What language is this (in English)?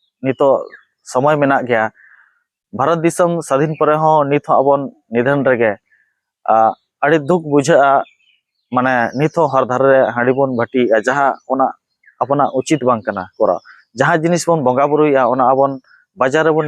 Santali